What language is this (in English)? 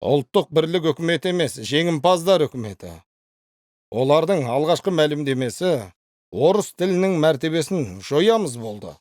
Kazakh